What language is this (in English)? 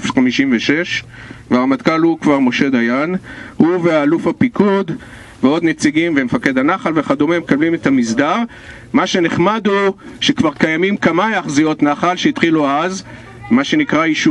Hebrew